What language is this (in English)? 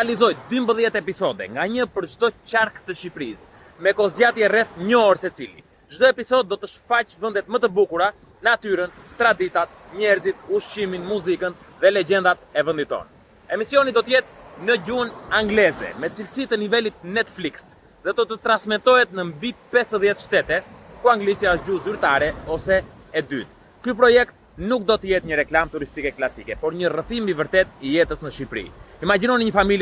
Albanian